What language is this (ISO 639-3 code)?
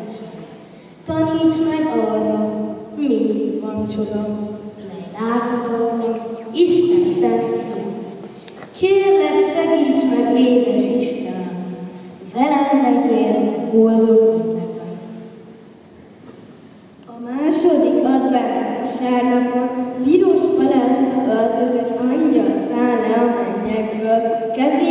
hun